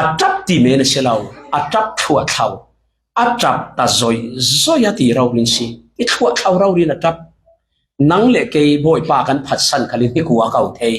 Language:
Falam Chin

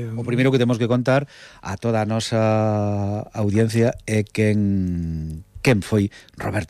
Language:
Galician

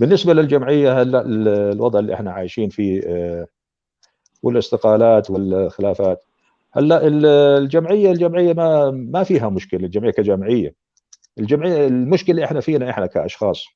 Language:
North Levantine Arabic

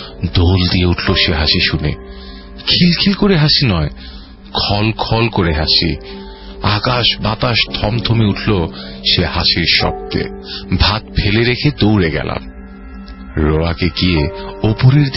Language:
Bangla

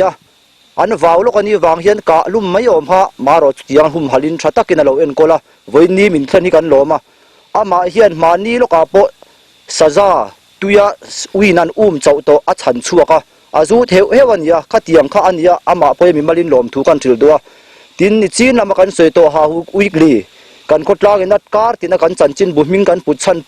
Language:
Mizo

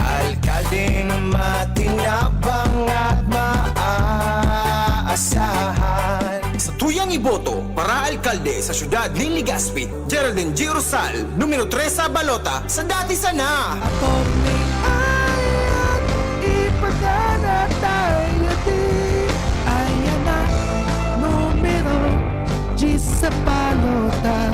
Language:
Bikol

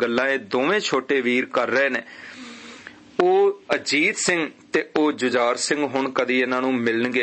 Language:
Punjabi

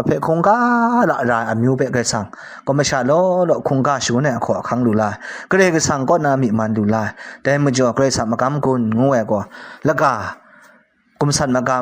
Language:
Kachin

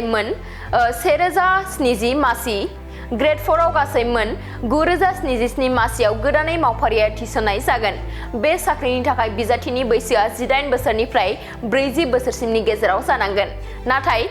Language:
Bodo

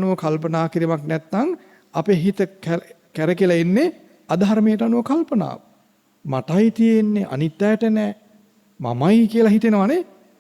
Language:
Sinhala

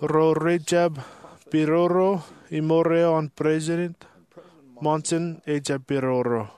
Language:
Marshallese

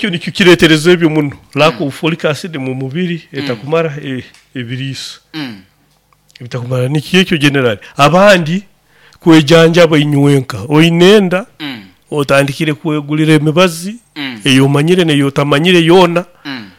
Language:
Nyoro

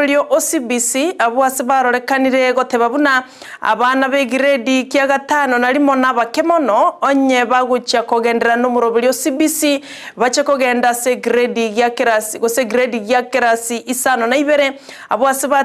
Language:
Gusii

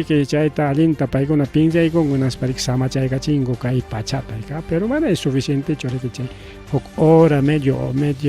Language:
Ayacucho Quechua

